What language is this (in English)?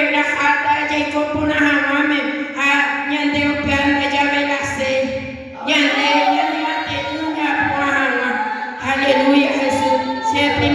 Guarani